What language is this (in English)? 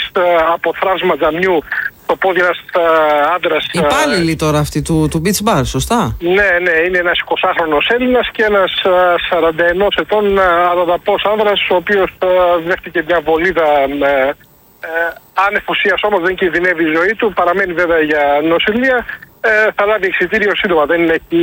Greek